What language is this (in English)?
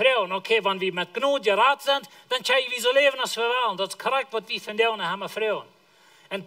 Plautdietsch